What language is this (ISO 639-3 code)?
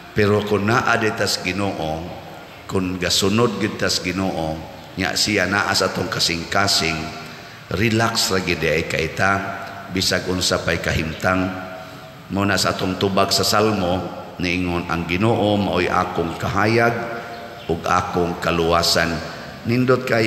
ceb